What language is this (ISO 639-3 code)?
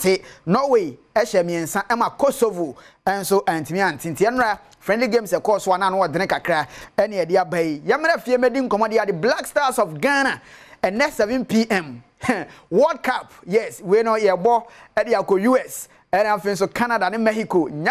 aka